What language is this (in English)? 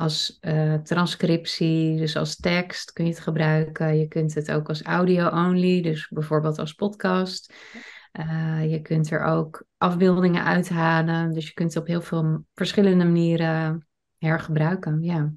Dutch